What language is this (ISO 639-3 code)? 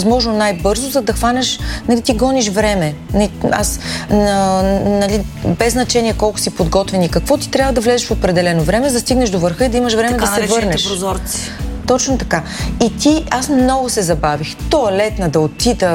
bul